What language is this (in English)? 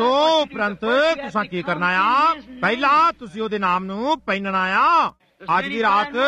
Punjabi